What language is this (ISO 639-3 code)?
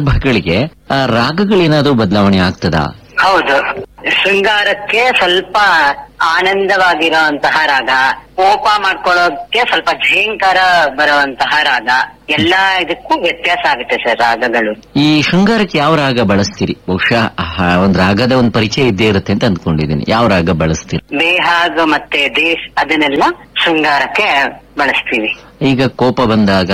kan